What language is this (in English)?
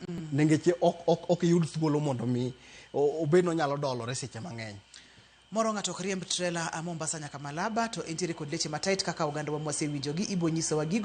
Luo (Kenya and Tanzania)